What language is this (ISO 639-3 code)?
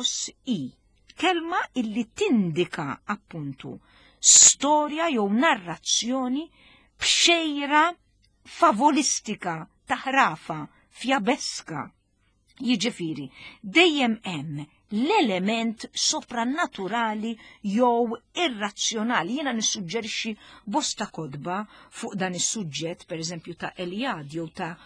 mlt